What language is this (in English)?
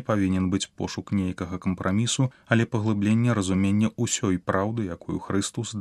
Belarusian